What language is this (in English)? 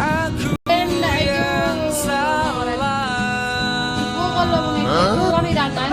Minangkabau